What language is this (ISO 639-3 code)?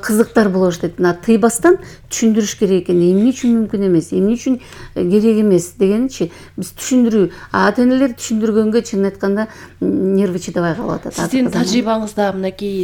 kir